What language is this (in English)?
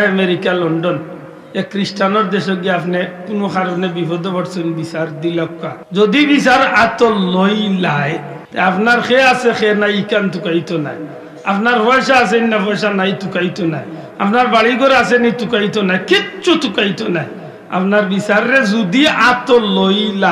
Sylheti